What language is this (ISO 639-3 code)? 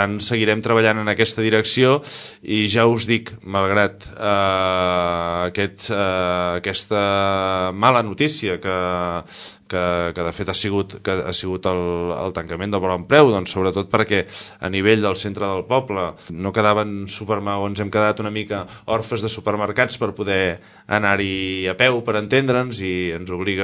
cat